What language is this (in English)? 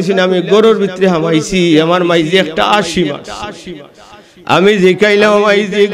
Sylheti